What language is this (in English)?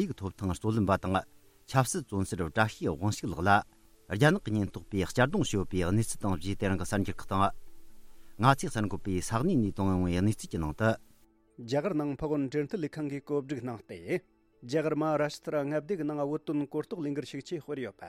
Tibetan